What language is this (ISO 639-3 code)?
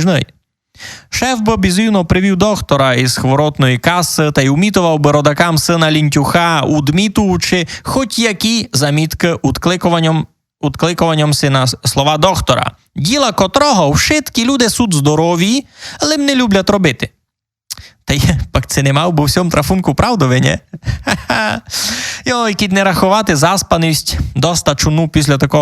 rue